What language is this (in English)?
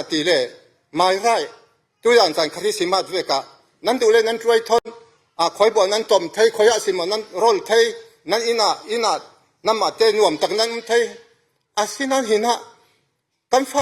Falam Chin